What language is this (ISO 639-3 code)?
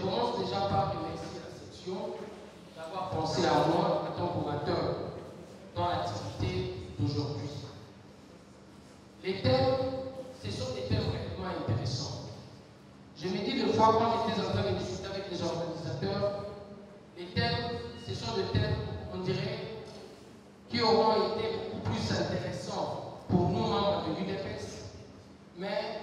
fra